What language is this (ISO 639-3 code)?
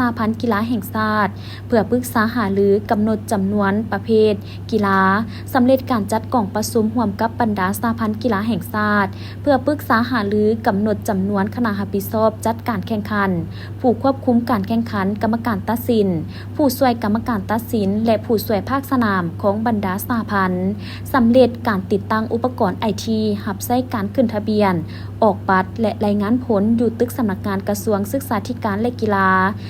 lao